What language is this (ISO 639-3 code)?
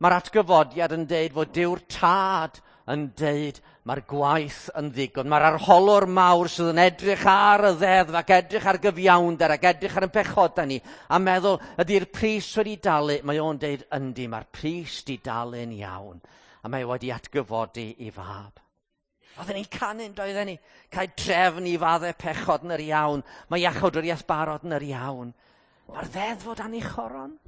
cym